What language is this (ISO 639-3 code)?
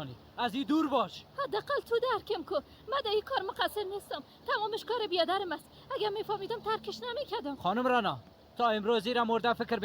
fas